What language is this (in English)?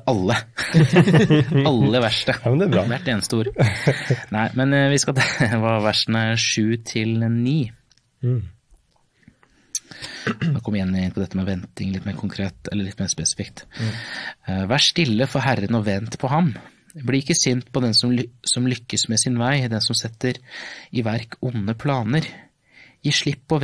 Norwegian